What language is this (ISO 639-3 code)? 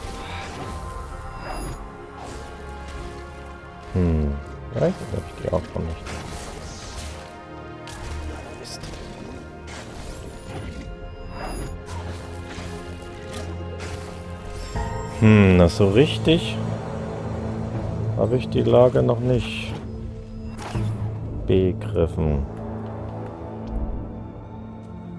deu